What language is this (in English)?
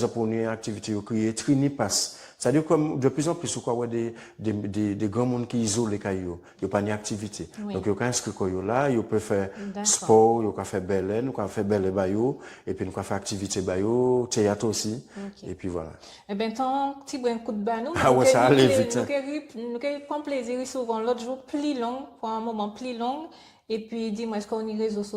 Guadeloupean Creole French